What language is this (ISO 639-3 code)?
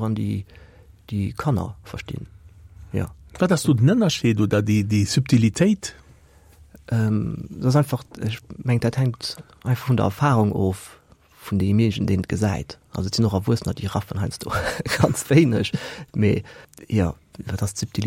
ltz